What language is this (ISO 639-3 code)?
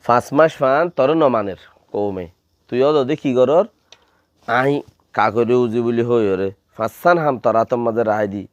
rhg